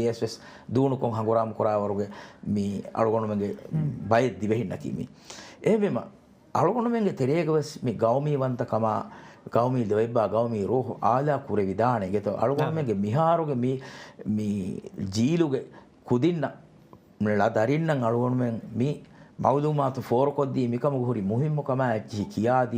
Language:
Divehi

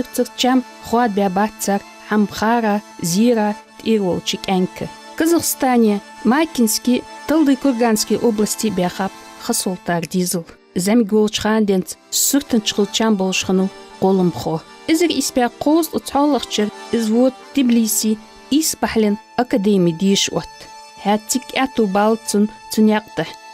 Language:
Ingush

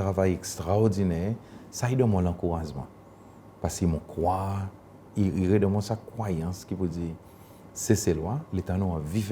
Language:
Seselwa Creole French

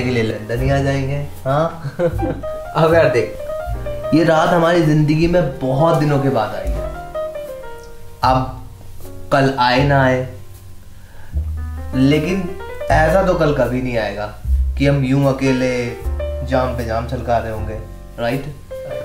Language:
Hindi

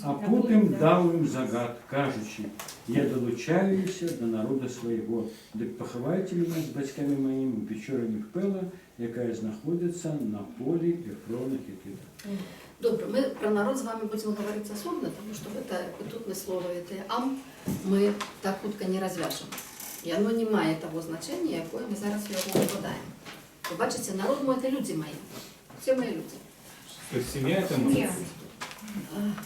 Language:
Belarusian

